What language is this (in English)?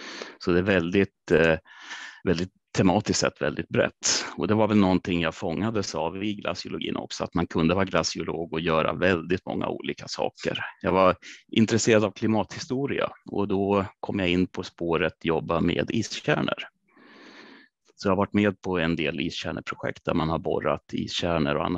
Swedish